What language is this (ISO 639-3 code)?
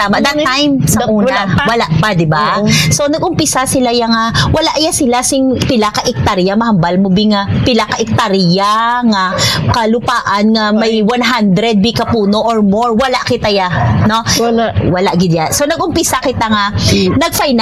hil